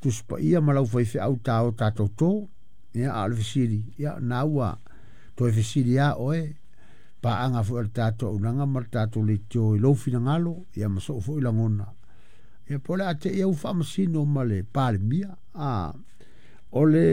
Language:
Samoan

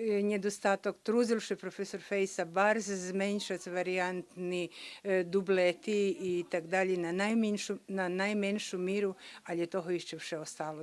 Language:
Rusyn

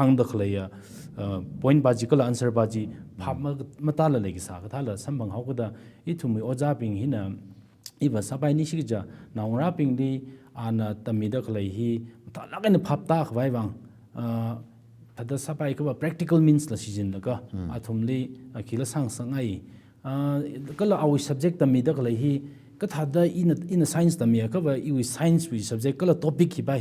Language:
Tangkhul Naga (India)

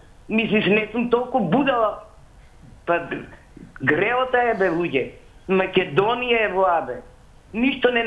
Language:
Macedonian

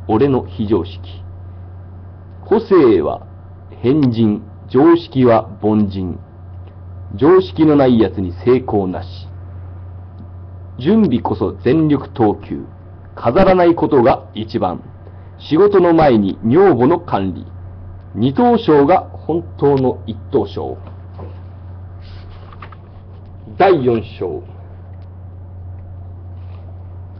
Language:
Japanese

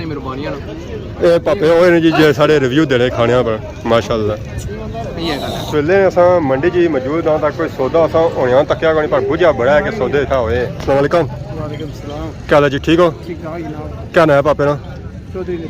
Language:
Pahari-Potwari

